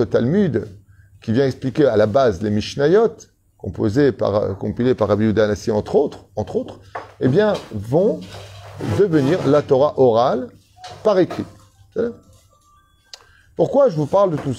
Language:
French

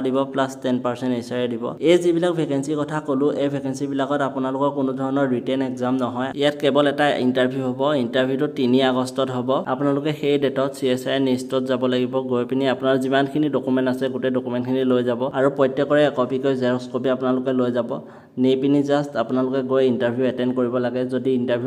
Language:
Assamese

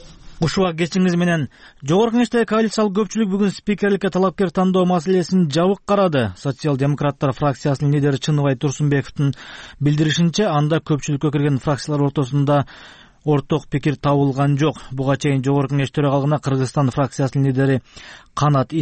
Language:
Kyrgyz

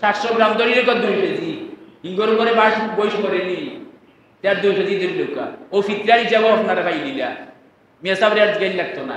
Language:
Sylheti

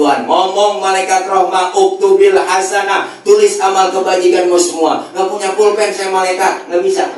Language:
Betawi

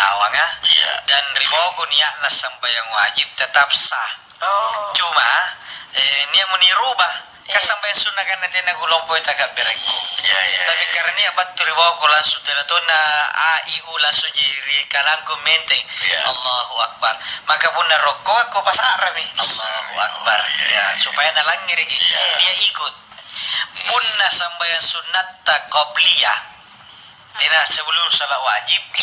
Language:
Makasar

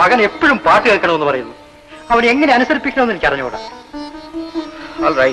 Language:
Malayalam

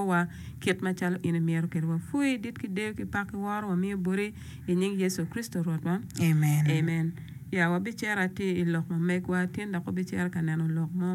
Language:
Acoli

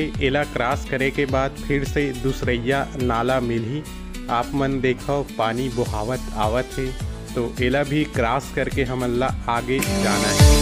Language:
Chhattisgarhi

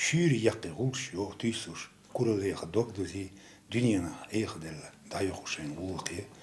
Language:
Chechen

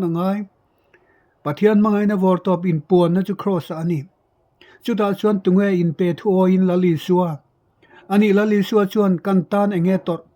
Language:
Mizo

